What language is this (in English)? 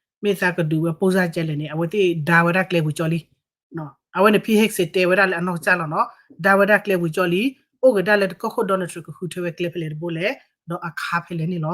S'gaw Karen